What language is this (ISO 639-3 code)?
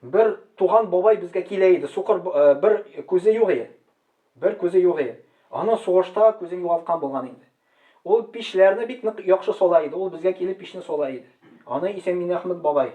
tat